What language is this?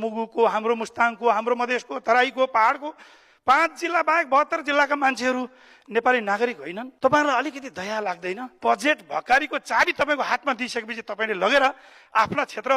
Nepali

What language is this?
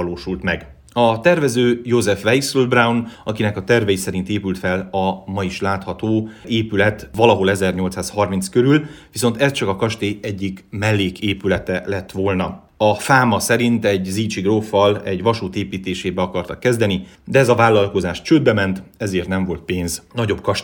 Hungarian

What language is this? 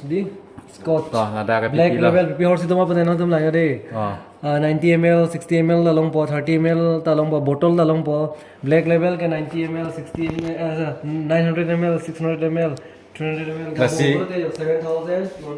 Karbi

